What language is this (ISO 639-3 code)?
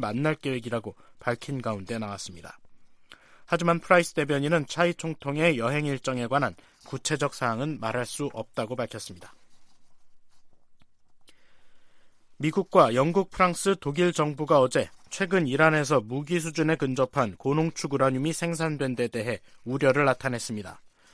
kor